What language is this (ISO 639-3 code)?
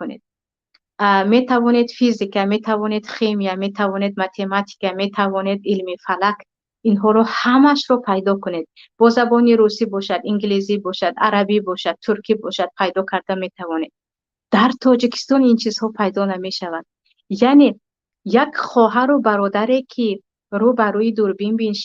tgk